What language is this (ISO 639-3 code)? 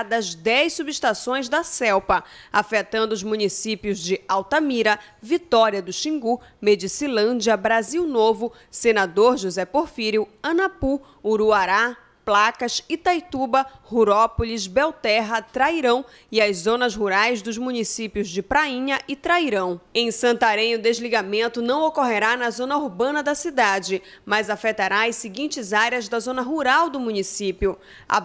por